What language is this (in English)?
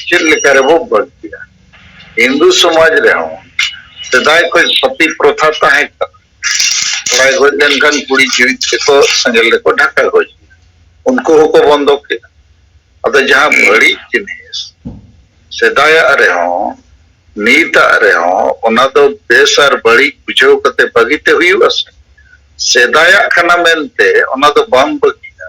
Santali